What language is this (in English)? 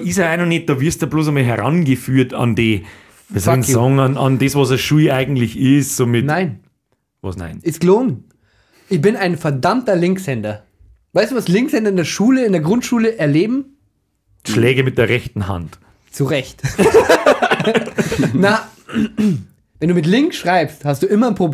Bavarian